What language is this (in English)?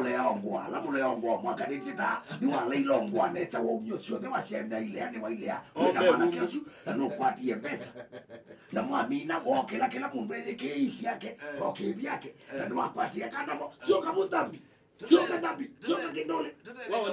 Kamba